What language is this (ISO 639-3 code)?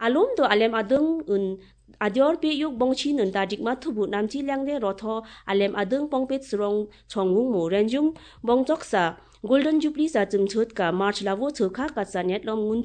trp